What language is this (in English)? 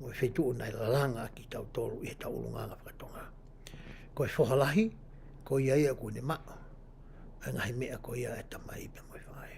Tongan